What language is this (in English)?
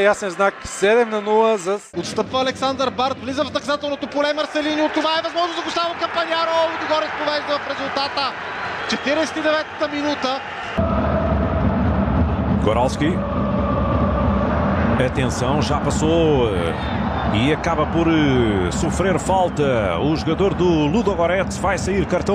Bulgarian